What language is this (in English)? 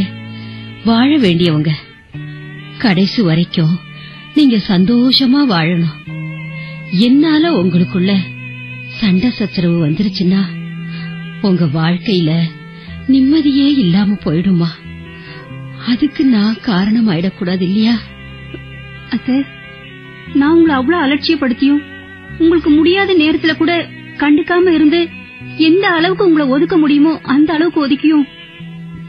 Tamil